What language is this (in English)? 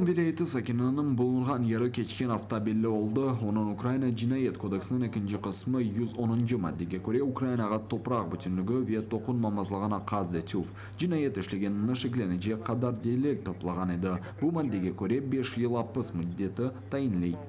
Crimean Tatar